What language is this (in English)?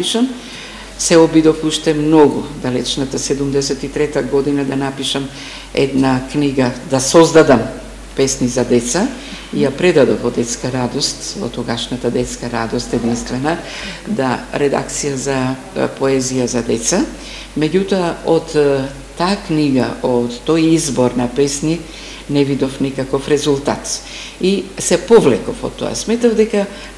Macedonian